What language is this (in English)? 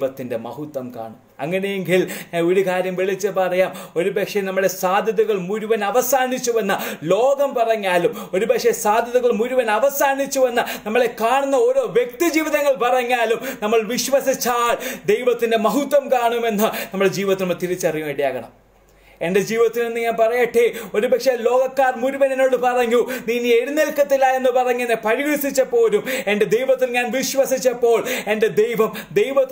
Malayalam